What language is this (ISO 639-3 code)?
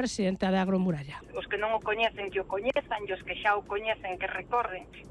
glg